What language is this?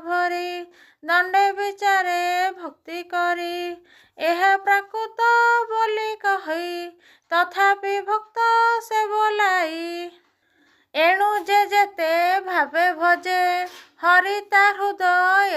Odia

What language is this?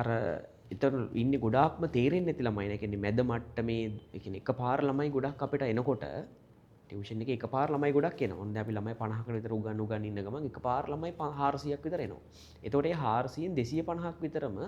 Sinhala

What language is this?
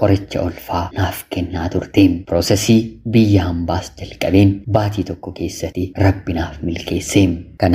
Oromo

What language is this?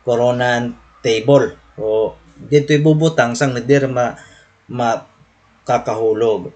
Waray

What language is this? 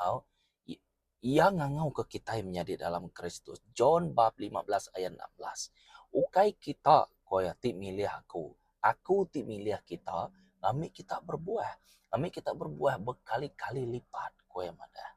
Iban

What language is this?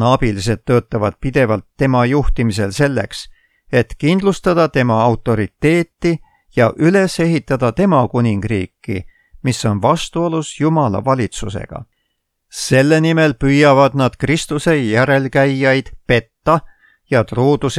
Estonian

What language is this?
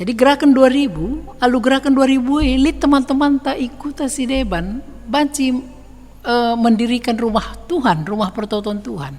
Batak Karo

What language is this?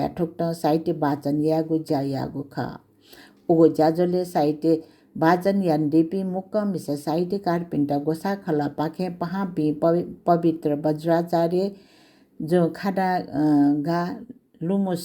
Newari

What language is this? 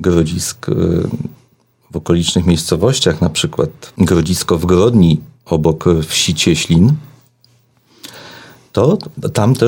Polish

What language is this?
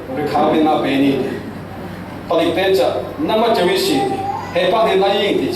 Falam Chin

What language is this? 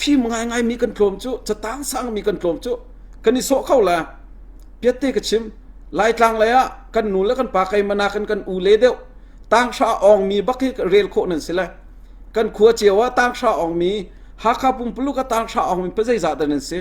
Hakha Chin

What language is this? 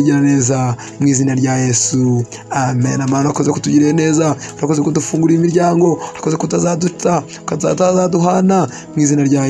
Kinyarwanda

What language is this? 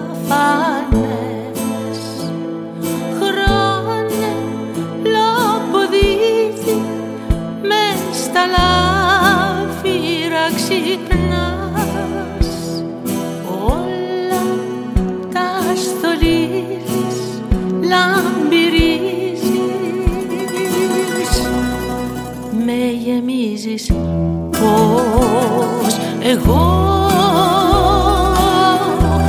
Greek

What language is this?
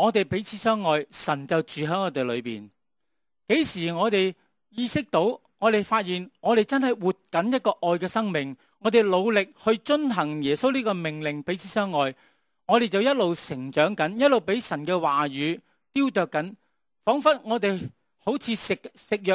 Cantonese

